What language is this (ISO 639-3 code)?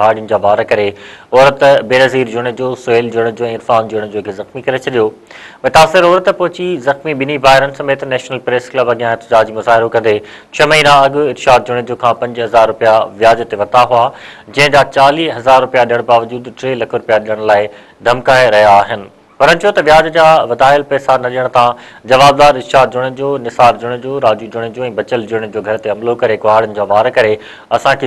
snd